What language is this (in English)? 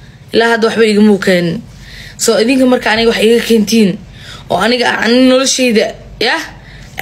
Somali